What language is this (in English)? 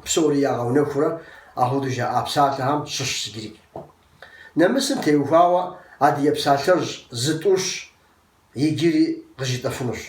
Kabardian